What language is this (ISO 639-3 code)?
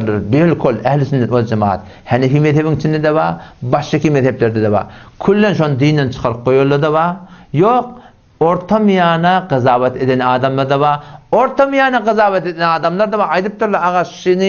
tuk